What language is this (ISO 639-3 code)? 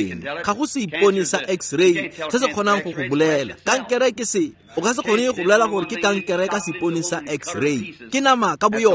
tsn